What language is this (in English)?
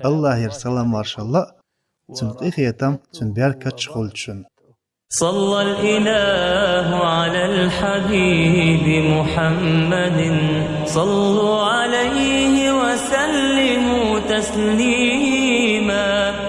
Chechen